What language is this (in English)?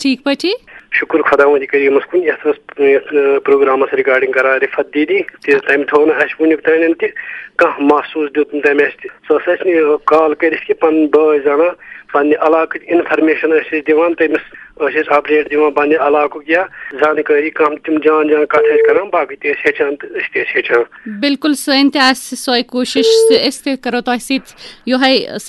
Kashmiri